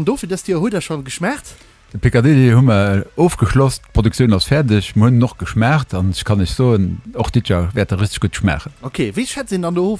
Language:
Luxembourgish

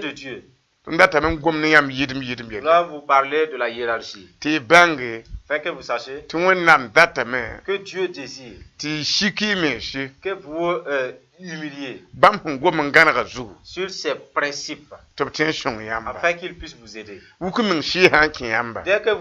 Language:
Mossi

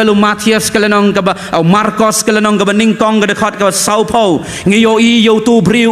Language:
Khasi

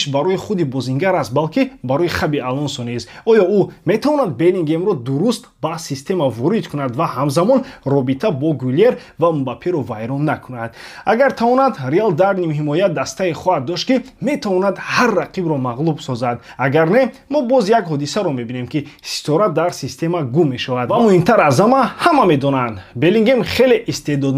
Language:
Tajik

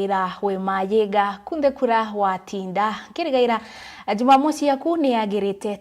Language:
Meru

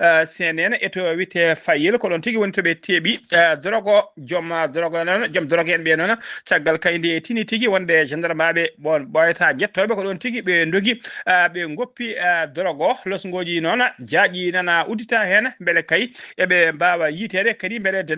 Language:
Fula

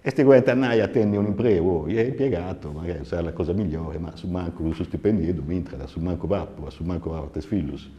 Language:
Sardinian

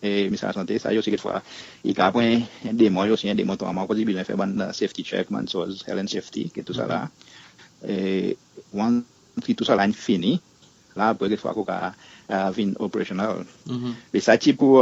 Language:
Seselwa Creole French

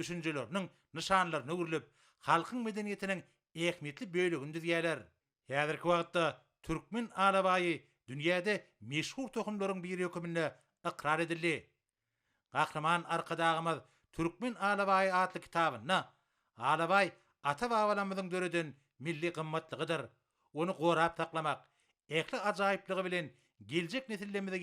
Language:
Turkmen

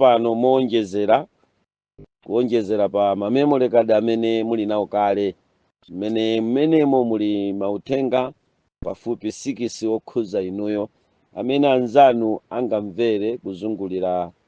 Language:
Nyanja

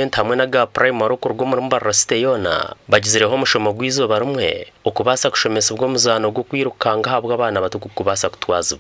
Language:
Nyankole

